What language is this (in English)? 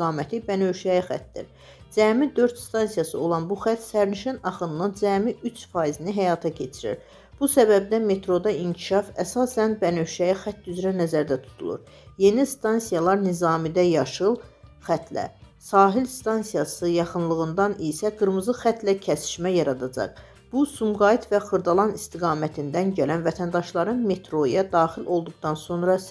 Azerbaijani